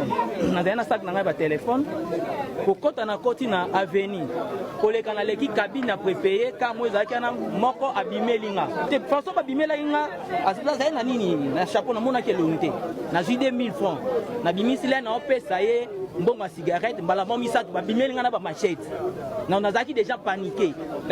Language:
Lingala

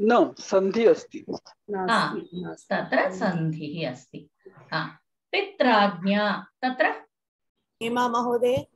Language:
Sanskrit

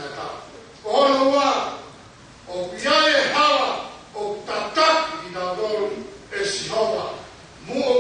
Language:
Tongan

